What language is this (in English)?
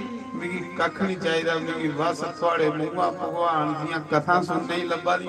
Dogri